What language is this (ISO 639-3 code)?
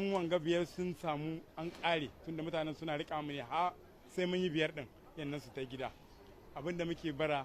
hau